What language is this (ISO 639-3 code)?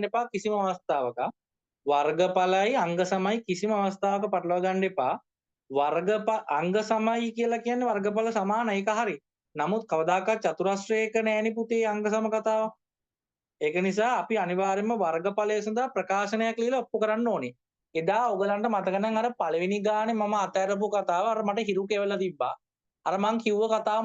sin